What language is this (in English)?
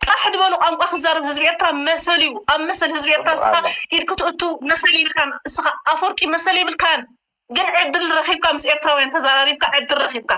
Tigrinya